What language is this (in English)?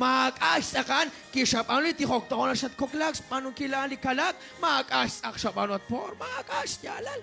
Kekchí